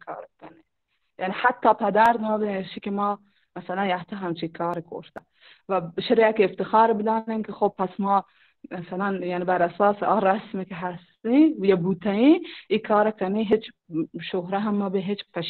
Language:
Baluchi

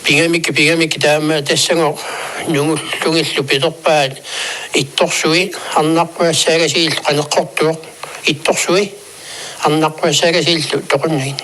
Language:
Kalaallisut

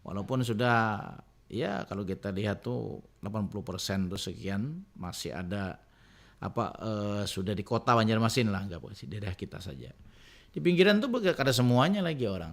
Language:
Banjar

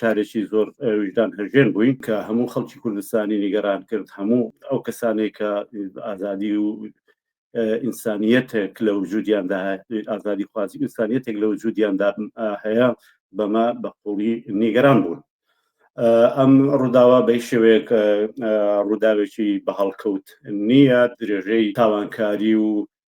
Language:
Central Kurdish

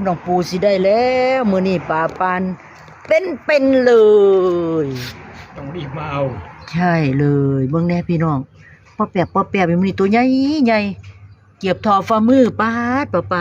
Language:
Northeastern Thai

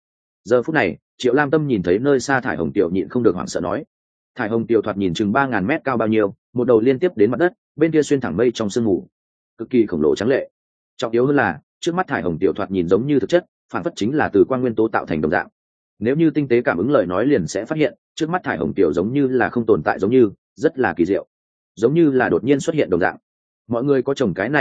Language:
Vietnamese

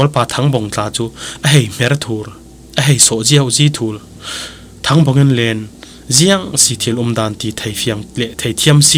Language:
Falam Chin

